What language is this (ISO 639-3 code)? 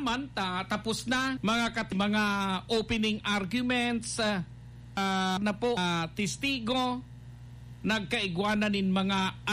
bik